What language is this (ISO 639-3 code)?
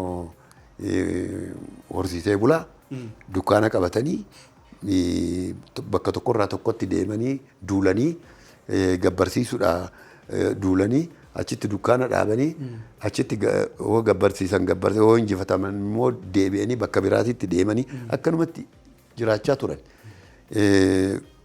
orm